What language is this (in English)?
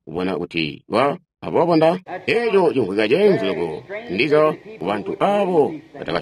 Tonga (Zambia)